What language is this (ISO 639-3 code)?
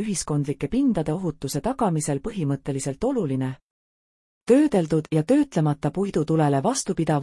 est